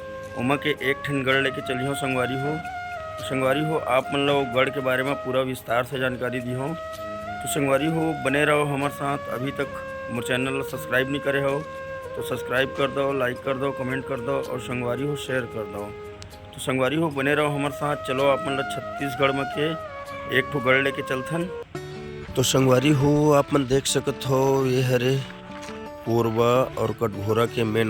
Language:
Chhattisgarhi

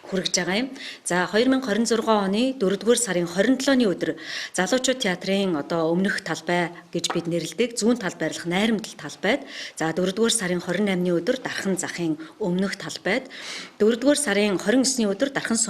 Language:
Mongolian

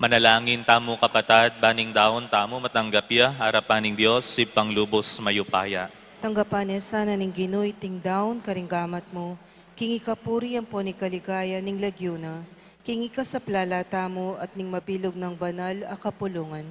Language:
Pampanga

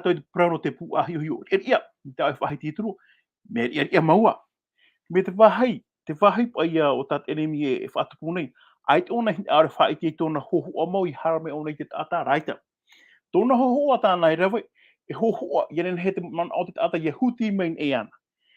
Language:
Tahitian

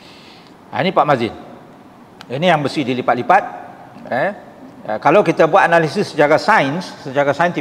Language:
Malay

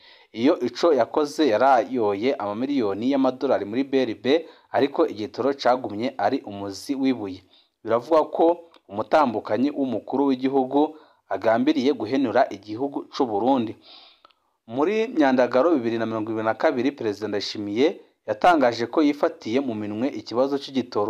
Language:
Rundi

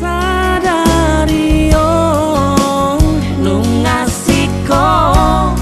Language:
Batak Toba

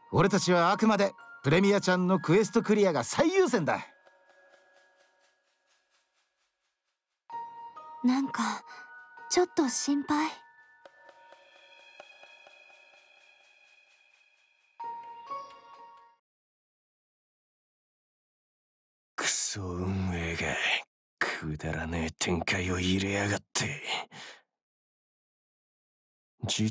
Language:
Japanese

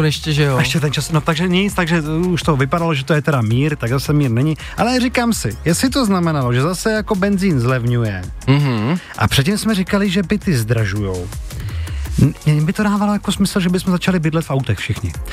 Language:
Czech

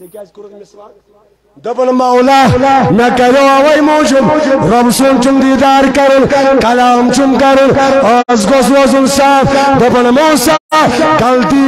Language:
Kashmiri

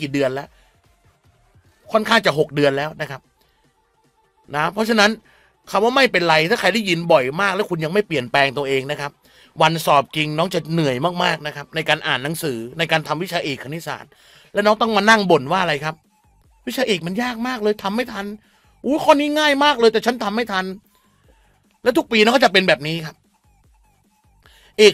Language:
Thai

